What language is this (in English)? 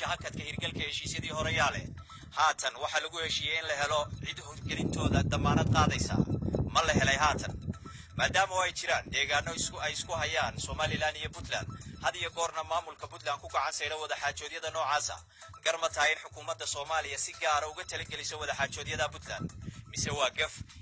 Somali